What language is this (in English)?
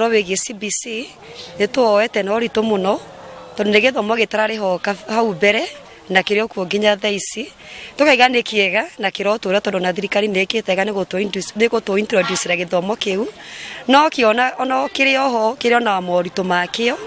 Kikuyu